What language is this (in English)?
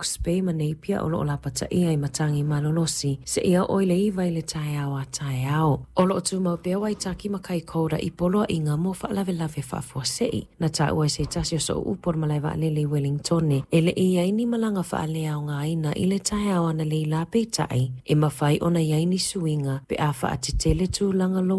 Samoan